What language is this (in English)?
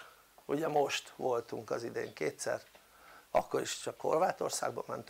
Hungarian